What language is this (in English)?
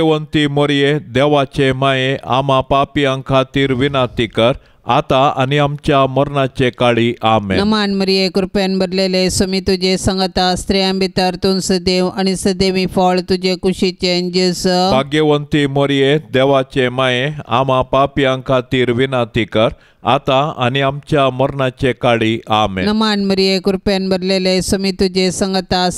Konkani